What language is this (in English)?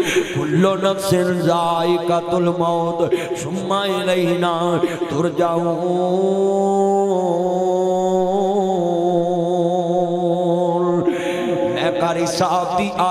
Western Panjabi